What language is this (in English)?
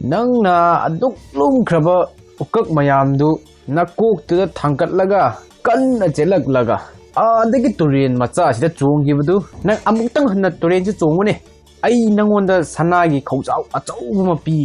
Manipuri